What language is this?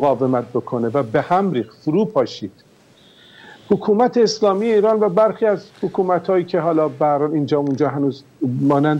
Persian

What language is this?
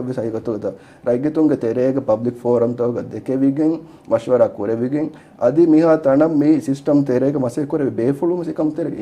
Divehi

